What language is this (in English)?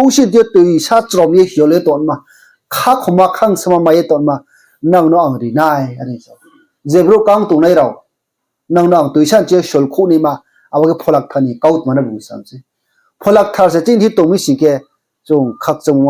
Riang (India)